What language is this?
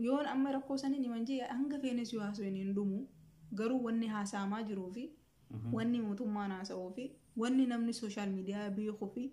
Oromo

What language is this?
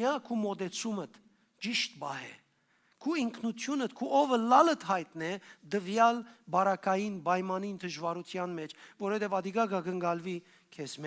Western Armenian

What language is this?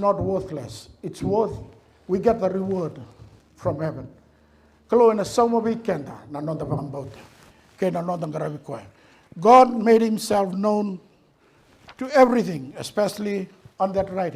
Fijian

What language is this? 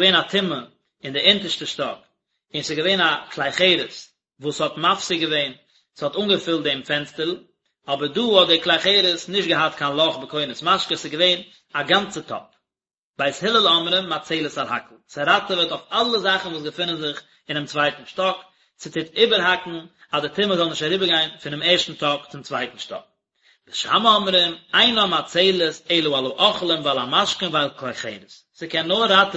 Yiddish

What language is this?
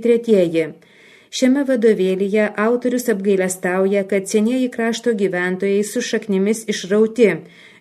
Lithuanian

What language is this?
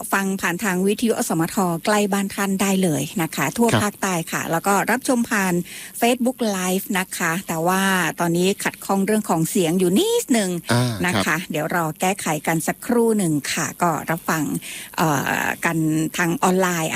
Thai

